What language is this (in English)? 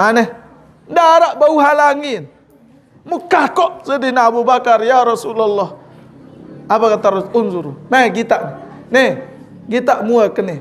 Sasak